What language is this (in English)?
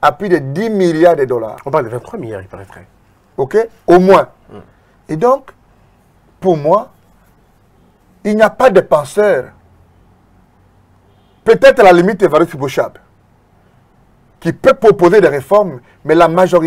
French